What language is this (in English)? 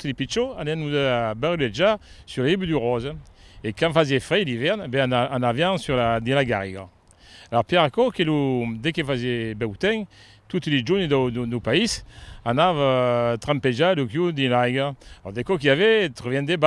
Occitan